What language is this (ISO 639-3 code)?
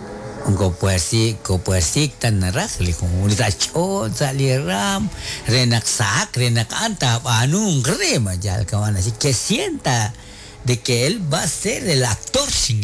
kek